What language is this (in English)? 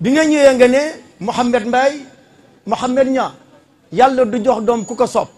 Wolof